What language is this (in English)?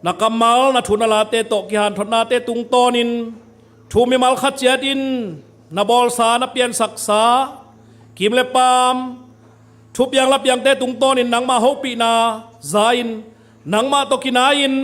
Tedim Chin